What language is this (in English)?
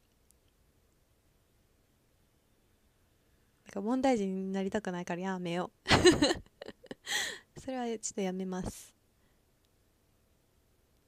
Japanese